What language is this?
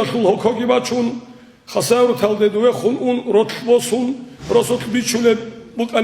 Avaric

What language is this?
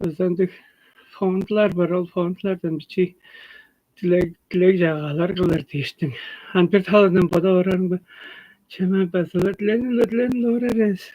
Tuvinian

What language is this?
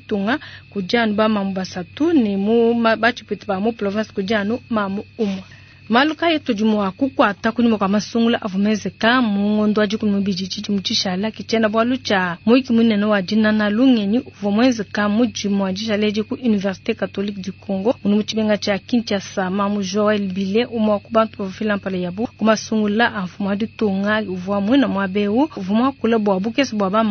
Luba-Lulua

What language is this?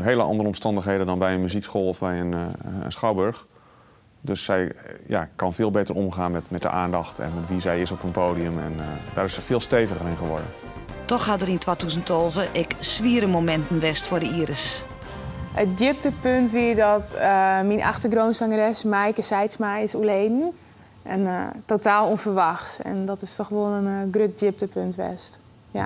Western Frisian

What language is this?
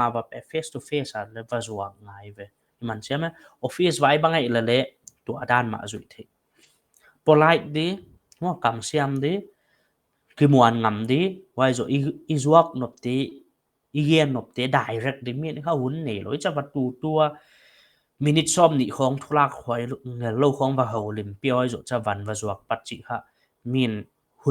Paite Chin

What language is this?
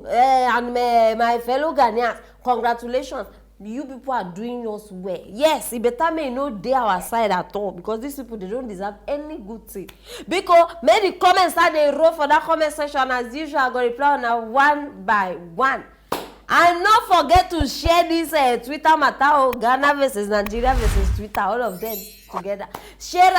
Nigerian Pidgin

